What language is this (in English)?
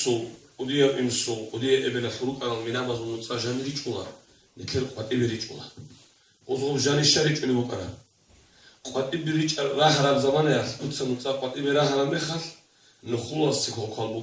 Avaric